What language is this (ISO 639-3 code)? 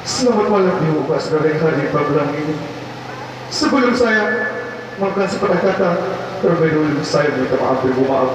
sas